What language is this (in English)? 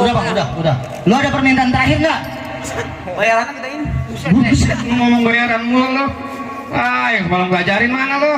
Betawi